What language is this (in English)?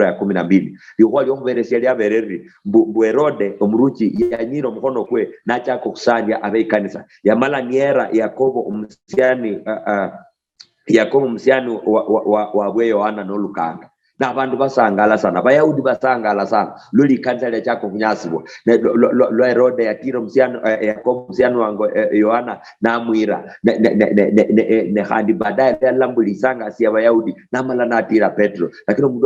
Luyia